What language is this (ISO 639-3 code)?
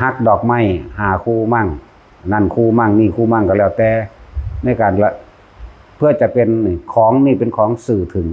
tts